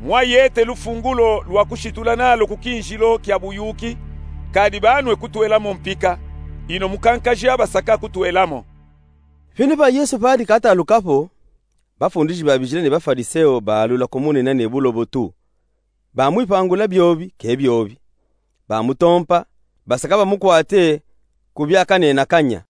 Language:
Luba-Katanga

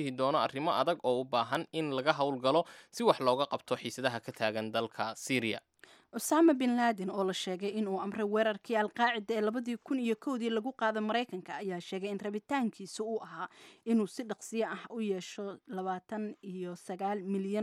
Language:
Somali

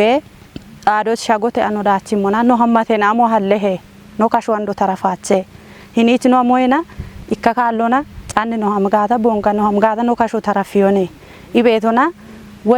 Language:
Kafa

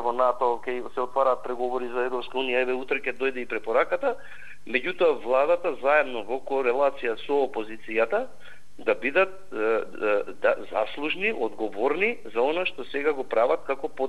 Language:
Macedonian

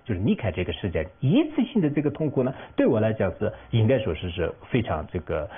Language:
Chinese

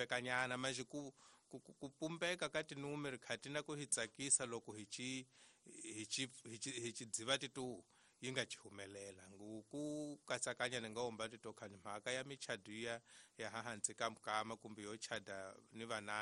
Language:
Tsonga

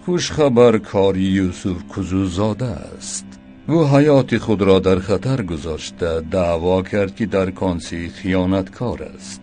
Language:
Tajik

